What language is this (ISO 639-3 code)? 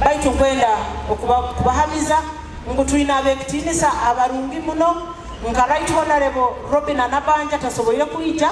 nyo